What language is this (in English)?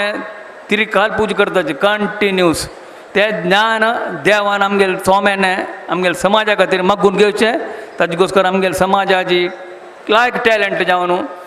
Konkani